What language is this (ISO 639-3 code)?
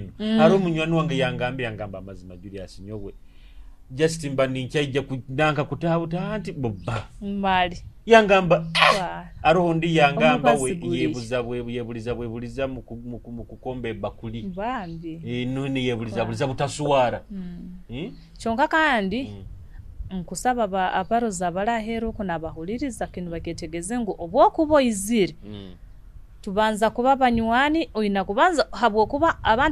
nyo